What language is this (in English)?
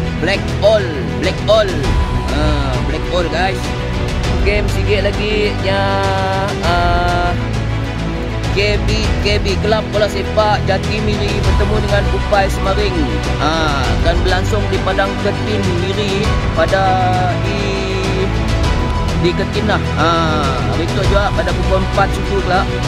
Malay